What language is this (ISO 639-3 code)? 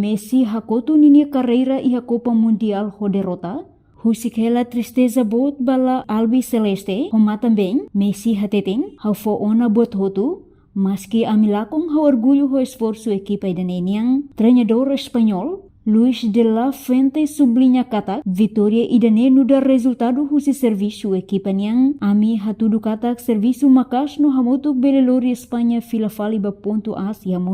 tet